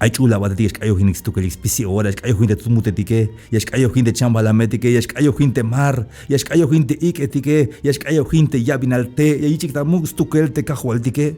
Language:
Tzeltal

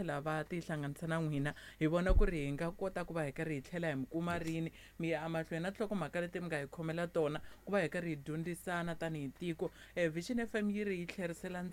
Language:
Tsonga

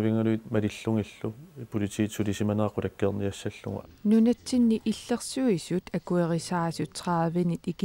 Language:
Kalaallisut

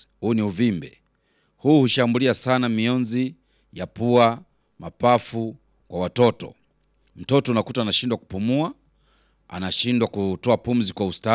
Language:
Swahili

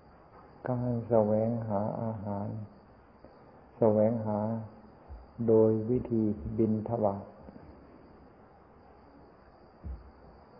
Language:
Thai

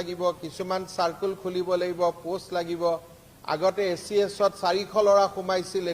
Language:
Assamese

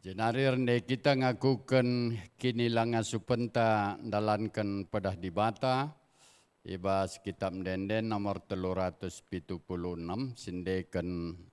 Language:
Batak Karo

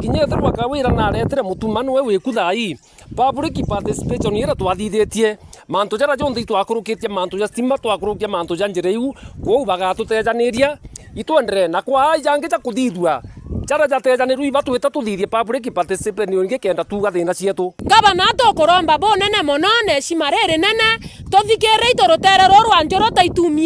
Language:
Meru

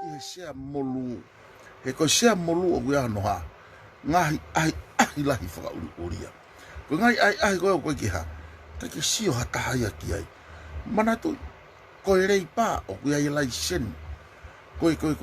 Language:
Tongan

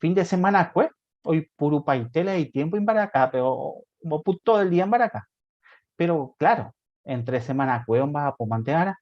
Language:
Guarani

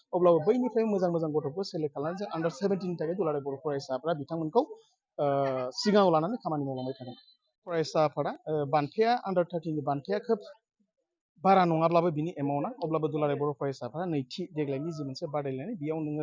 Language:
Bodo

